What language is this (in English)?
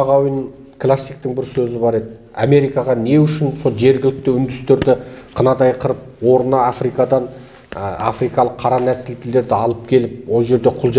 Kazakh